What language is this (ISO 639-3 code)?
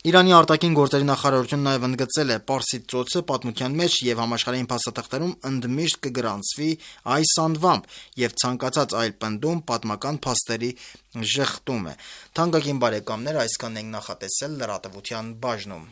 hye